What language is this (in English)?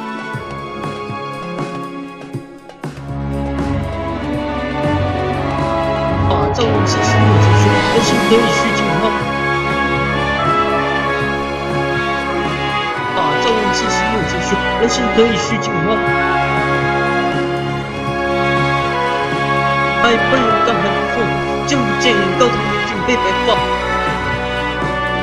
Chinese